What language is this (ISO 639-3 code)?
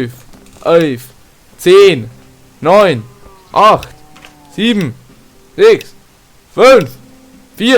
bar